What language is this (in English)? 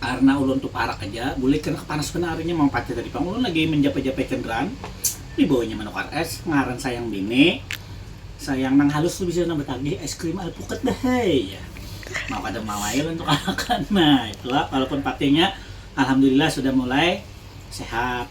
Banjar